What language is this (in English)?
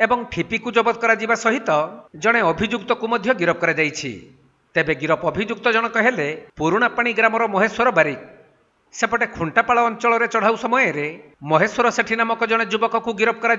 Odia